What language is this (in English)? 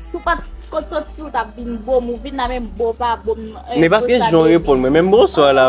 Haitian Creole